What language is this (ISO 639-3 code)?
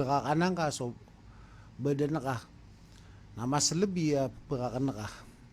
mrw